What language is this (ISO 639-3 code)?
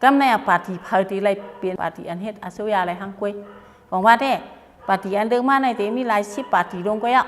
shn